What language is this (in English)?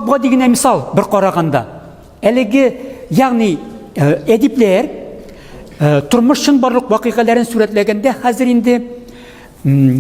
Tatar